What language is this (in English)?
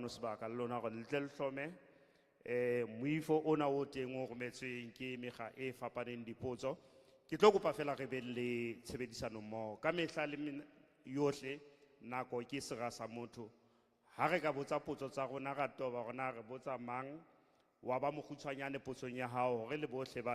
Southern Sotho